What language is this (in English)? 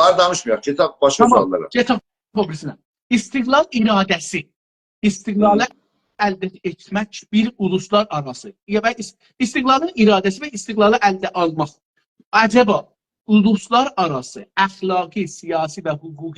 South Azerbaijani